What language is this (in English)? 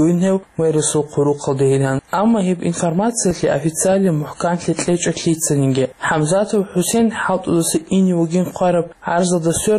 Avaric